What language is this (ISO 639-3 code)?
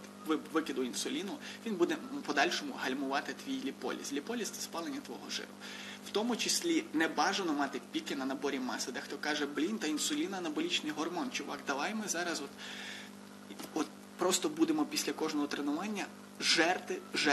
ukr